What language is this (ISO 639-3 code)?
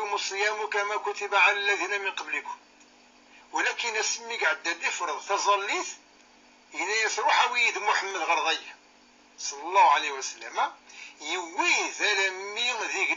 kab